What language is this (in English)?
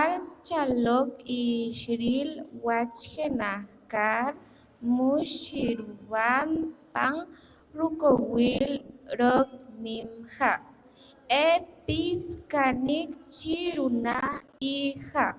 Poqomchi'